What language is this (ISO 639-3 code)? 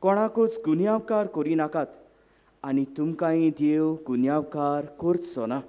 kok